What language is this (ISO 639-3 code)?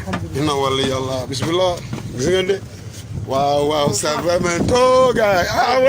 wol